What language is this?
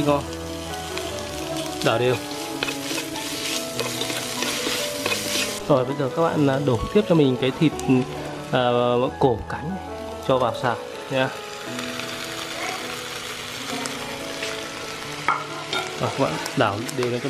Vietnamese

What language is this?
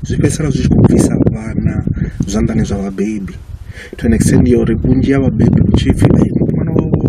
Venda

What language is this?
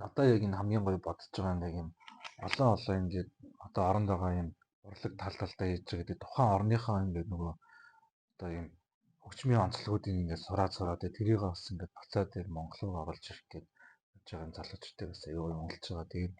Mongolian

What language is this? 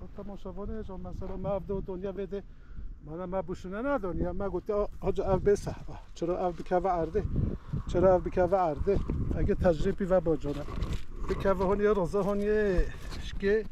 Kurdish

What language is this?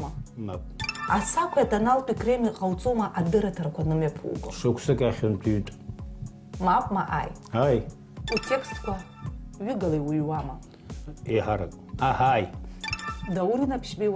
Abkhazian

